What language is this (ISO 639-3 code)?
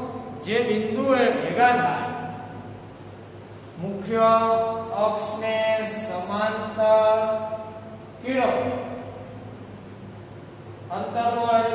guj